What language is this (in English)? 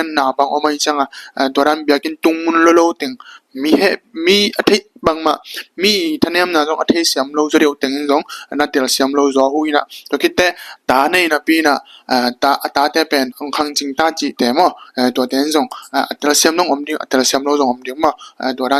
Tedim Chin